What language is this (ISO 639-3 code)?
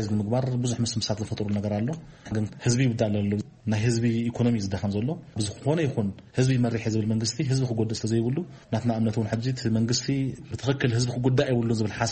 tir